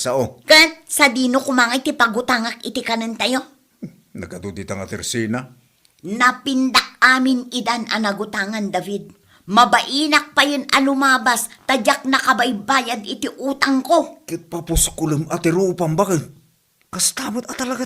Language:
Iloko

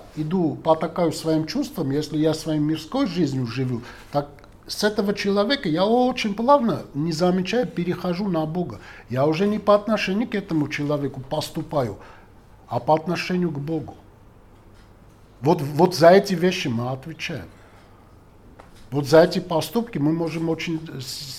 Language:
Russian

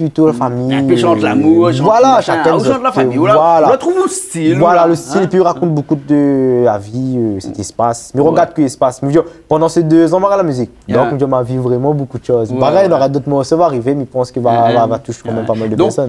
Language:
Réunion Creole French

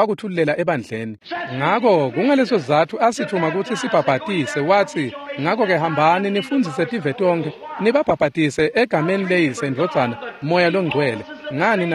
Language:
Swati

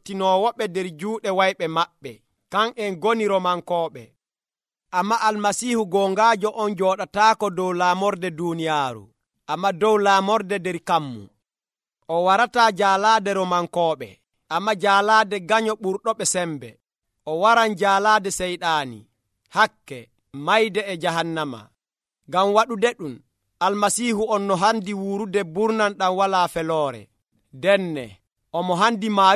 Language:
Nigerian Fulfulde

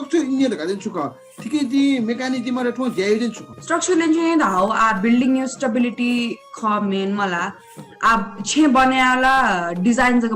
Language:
Newari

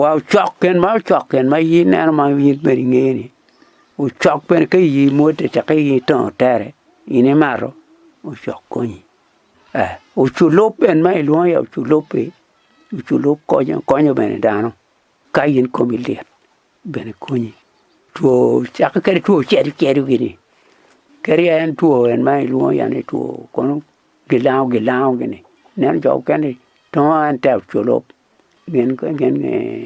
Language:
Acoli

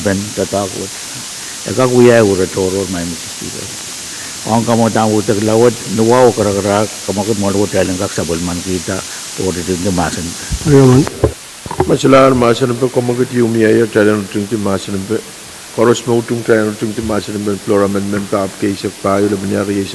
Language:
Pohnpeian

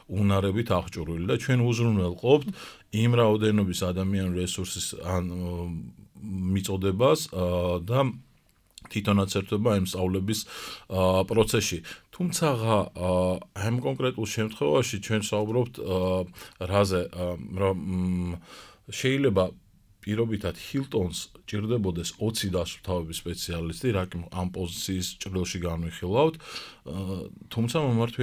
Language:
Georgian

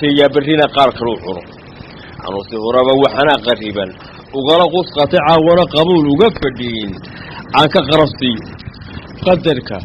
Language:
Somali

